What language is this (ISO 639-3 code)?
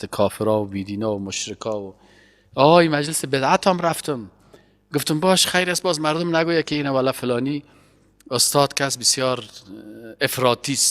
fas